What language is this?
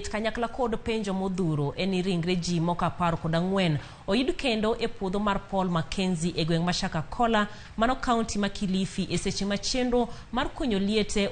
Luo (Kenya and Tanzania)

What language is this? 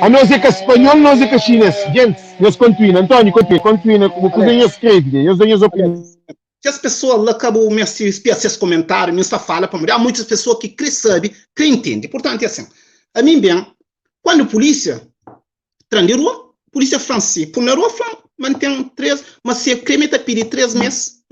Kabuverdianu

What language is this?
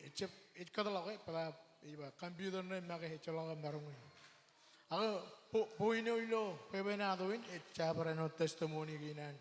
Marshallese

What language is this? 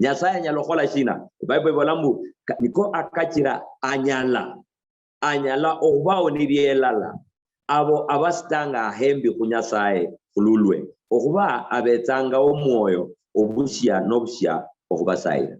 Luyia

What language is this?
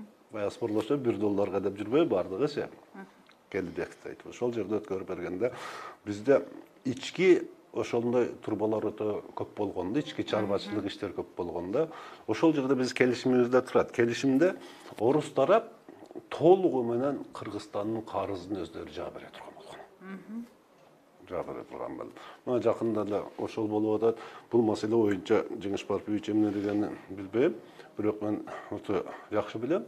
Kyrgyz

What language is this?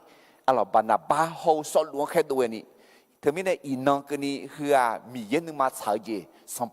Akha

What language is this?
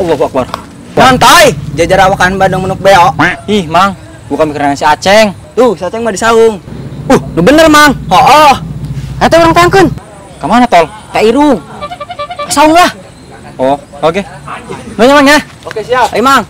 Sundanese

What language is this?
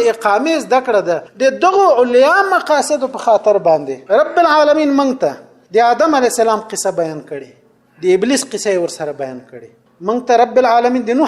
Pashto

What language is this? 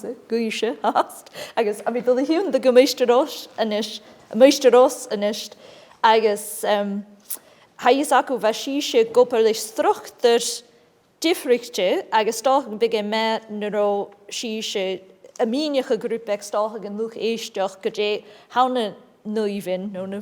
Scottish Gaelic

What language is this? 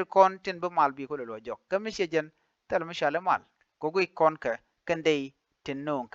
Nuer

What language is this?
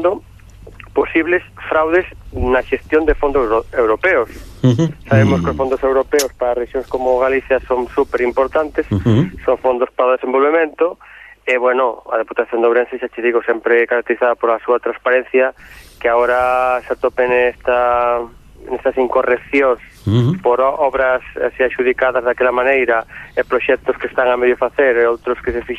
Galician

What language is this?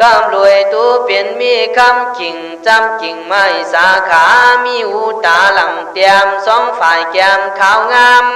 Khün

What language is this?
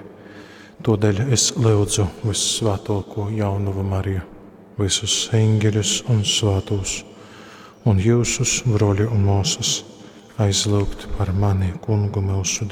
Latgalian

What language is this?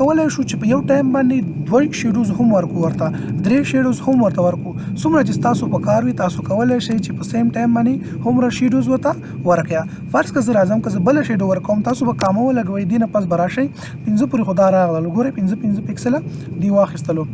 Pashto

